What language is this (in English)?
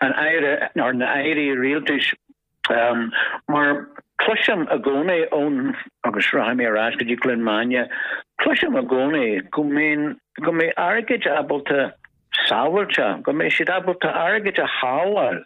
Irish